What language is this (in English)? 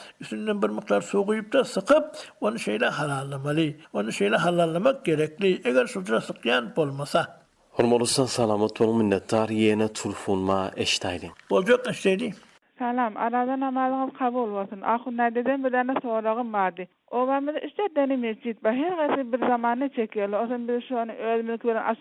Turkmen